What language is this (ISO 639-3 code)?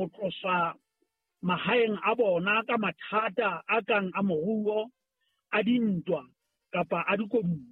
sot